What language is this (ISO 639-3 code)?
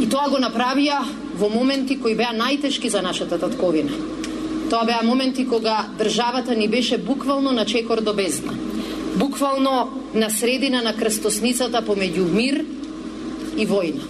mkd